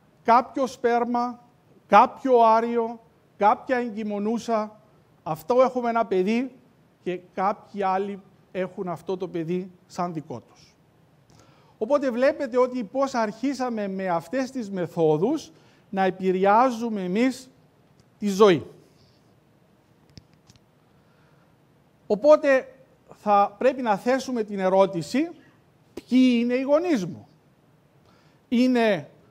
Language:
Greek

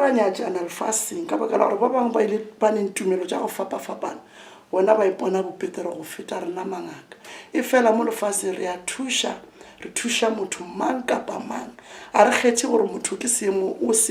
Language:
Northern Sotho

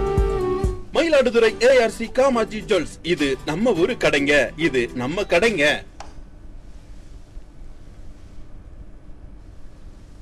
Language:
Tamil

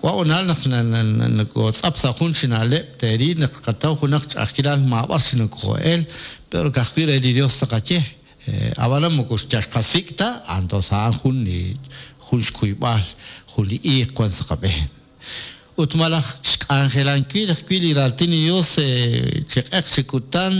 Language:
Kekchí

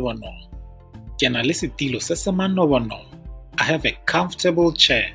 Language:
Tswana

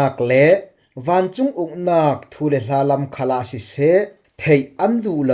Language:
Falam Chin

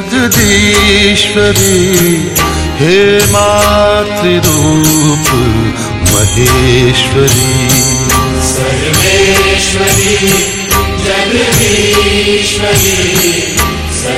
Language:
Hindi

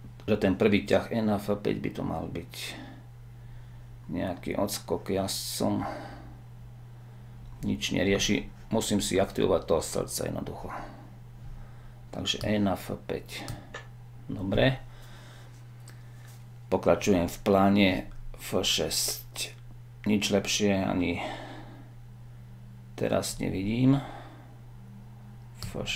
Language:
Slovak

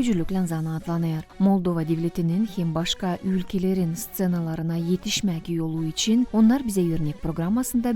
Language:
Gagauz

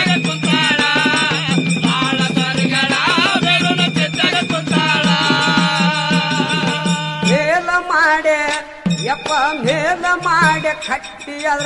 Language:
Kannada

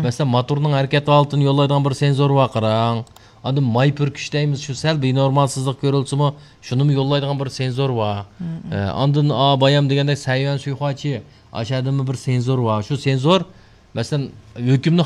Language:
Uyghur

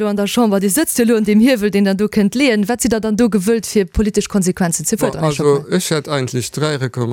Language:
Luxembourgish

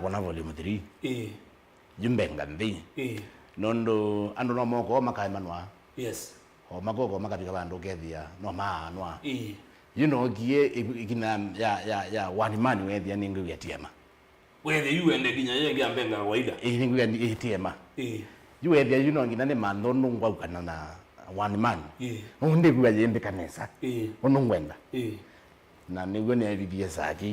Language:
Kamba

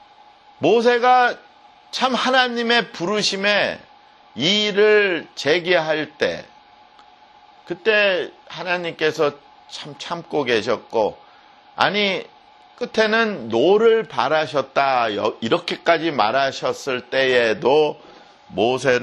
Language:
Korean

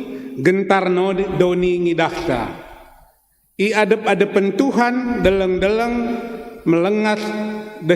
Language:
Batak Karo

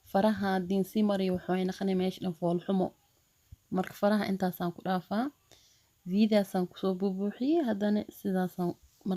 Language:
Somali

